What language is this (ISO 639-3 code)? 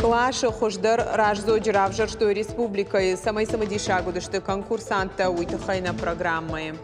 oss